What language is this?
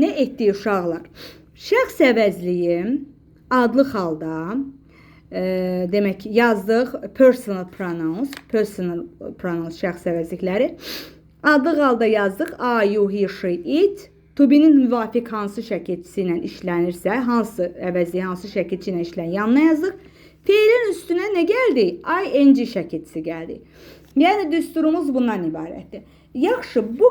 Azerbaijani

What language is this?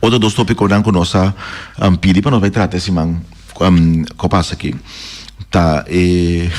Papiamento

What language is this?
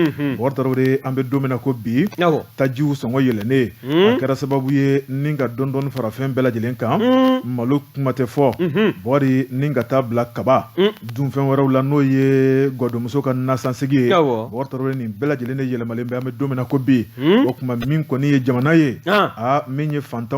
Bambara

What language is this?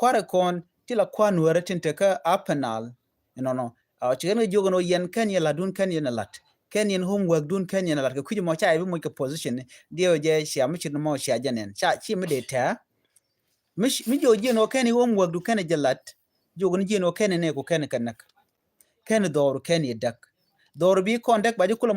Nuer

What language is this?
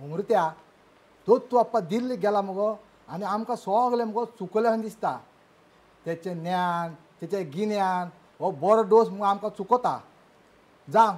Konkani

